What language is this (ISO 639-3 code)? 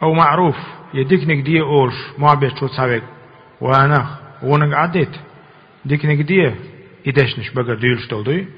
che